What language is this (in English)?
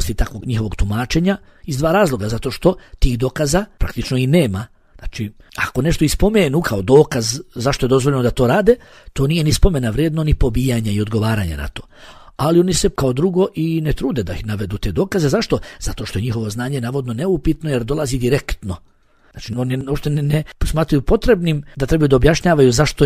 Bosnian